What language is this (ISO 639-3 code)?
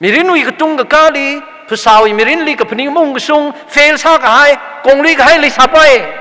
nmf